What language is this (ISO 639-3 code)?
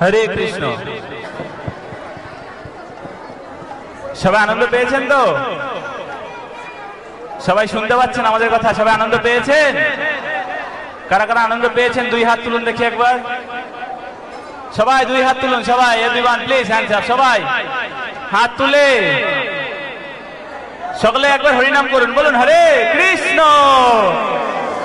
ben